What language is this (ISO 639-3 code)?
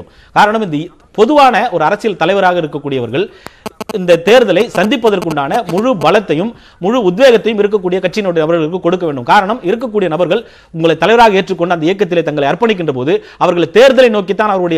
tam